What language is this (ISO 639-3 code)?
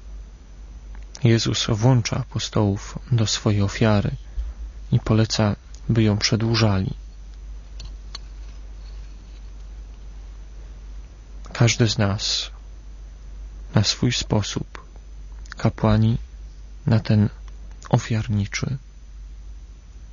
pol